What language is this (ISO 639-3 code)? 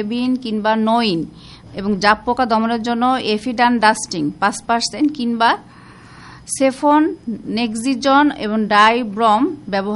ben